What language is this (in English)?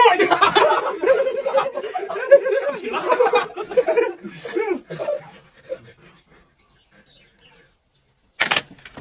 Chinese